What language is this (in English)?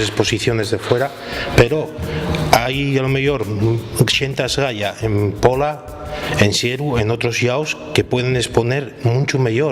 Asturian